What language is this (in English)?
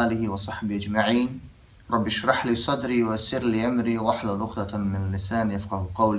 Bosnian